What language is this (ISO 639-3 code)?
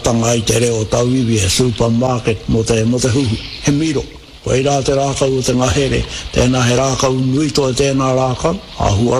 mri